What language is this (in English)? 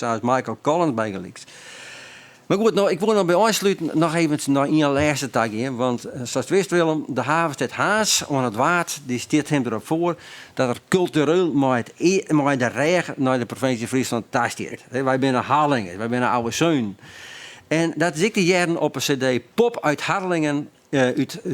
Western Frisian